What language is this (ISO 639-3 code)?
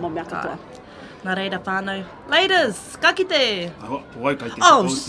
mri